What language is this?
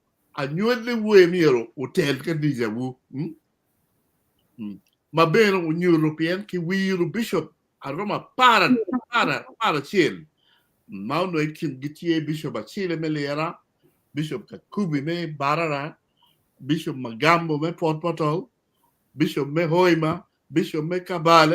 Acoli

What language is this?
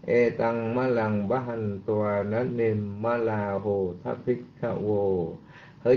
Vietnamese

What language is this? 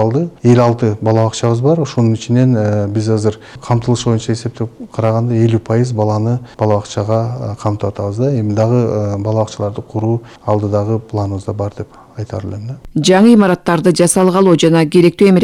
Kyrgyz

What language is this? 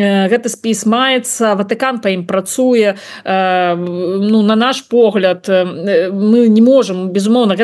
Belarusian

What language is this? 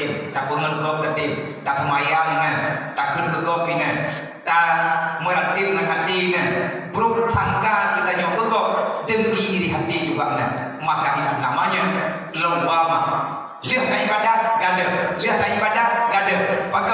Achinese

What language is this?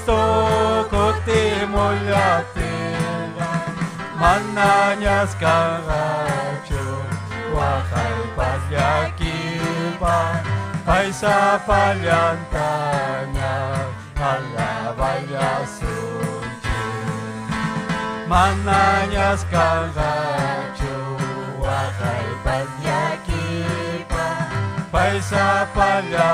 Ayacucho Quechua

